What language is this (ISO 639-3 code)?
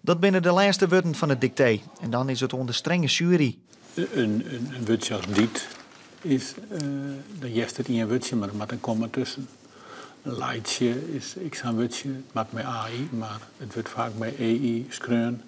fry